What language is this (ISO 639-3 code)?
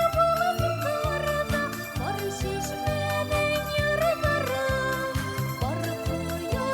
bak